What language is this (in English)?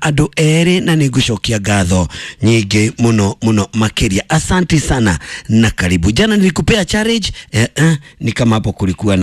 Kikuyu